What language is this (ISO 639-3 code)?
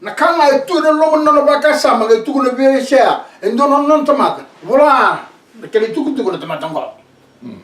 fij